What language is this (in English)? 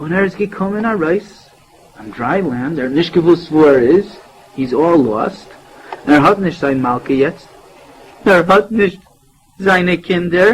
Yiddish